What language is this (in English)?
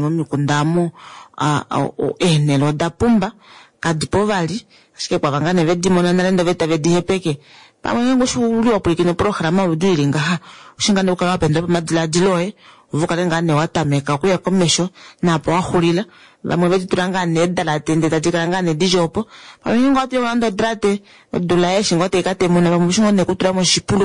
Kuanyama